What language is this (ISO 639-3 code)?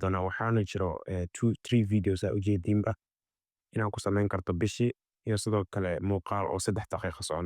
som